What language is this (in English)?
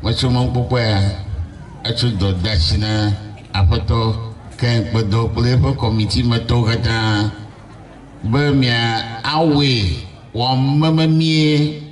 Ewe